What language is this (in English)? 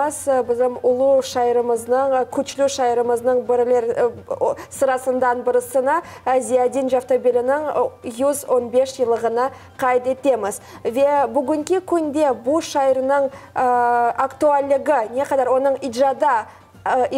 Crimean Tatar